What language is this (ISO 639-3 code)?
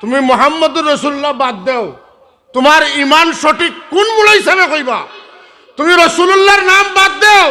syl